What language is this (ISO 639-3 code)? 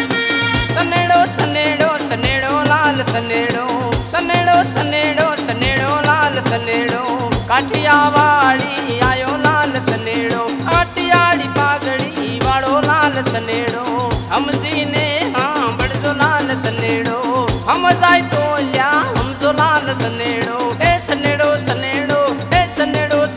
guj